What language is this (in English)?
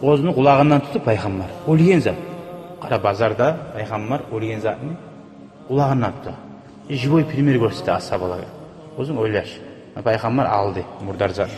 Kumyk